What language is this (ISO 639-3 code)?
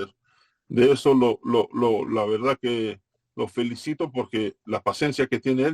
lad